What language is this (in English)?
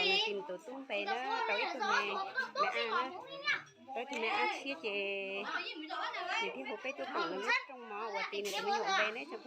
Hmong